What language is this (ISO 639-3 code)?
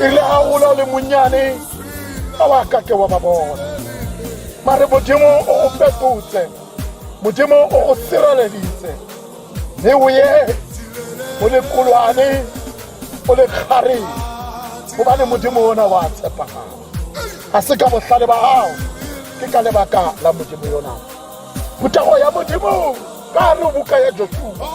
tsn